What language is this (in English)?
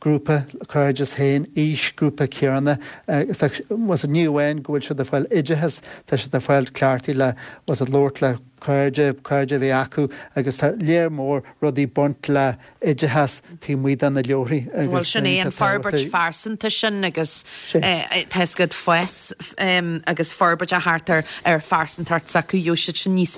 Irish